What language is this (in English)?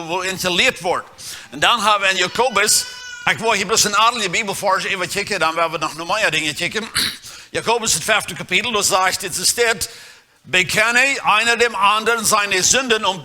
Plautdietsch